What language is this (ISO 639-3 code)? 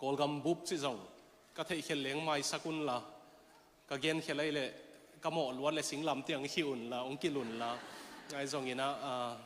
ctd